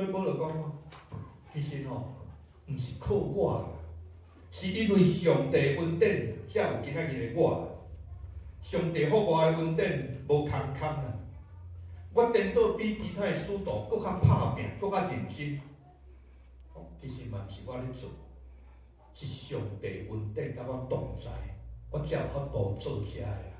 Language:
Min Nan Chinese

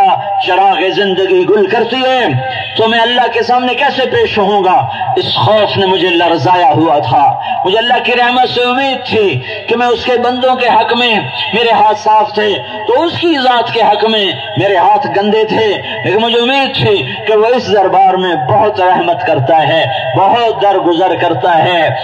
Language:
Urdu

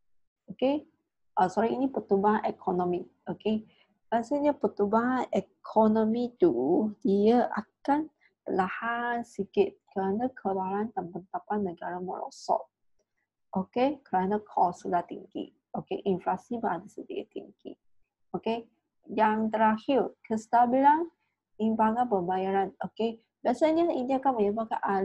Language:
Malay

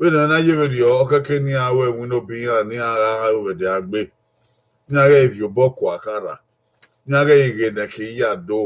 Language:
Bini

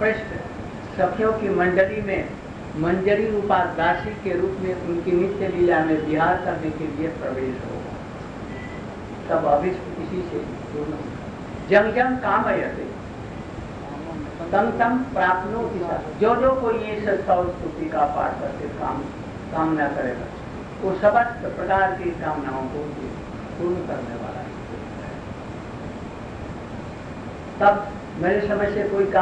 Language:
Hindi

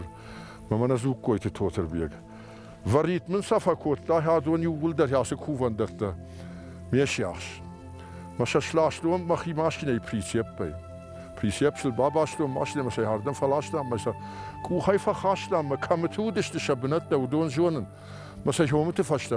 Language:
Ossetic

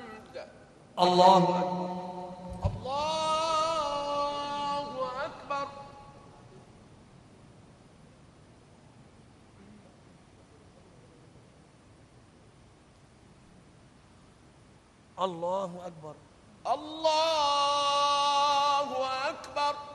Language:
Arabic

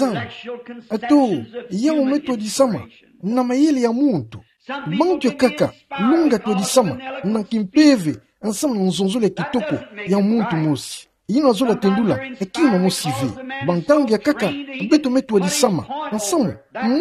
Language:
Kituba (Democratic Republic of Congo)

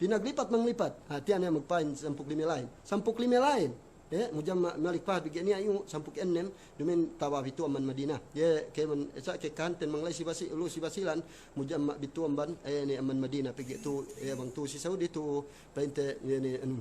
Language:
Yakan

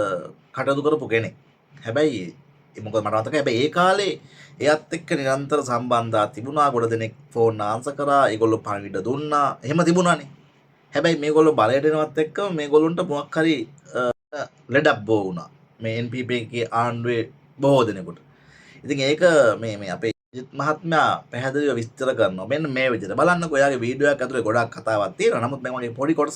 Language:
Sinhala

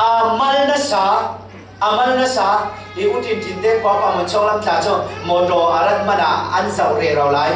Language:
Falam Chin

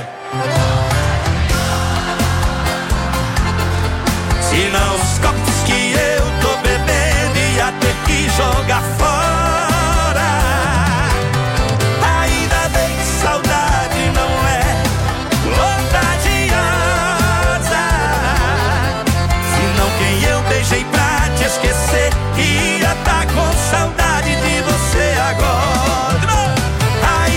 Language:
Portuguese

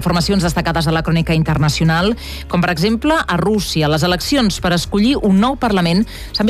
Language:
Catalan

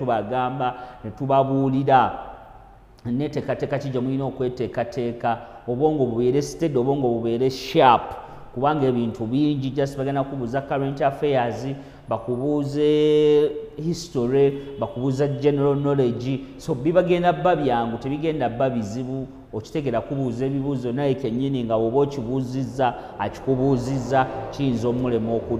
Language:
Ganda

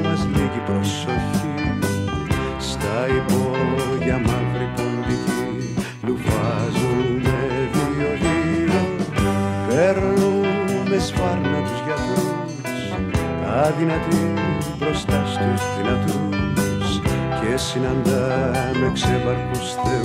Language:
Greek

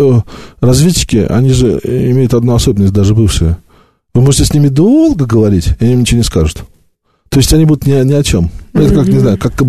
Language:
Russian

